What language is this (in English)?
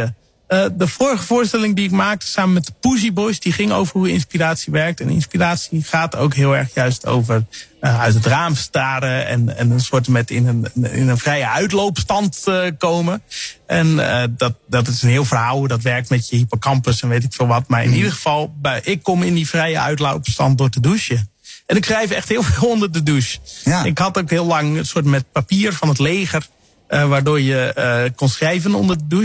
Dutch